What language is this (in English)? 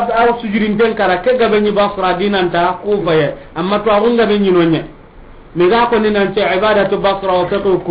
Soninke